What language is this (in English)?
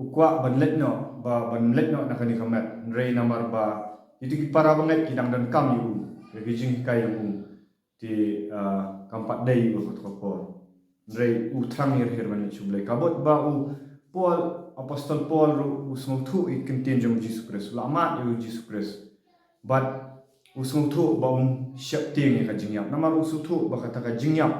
Khasi